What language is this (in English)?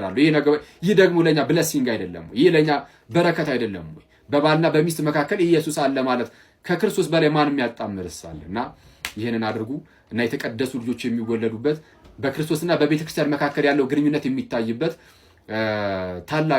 Amharic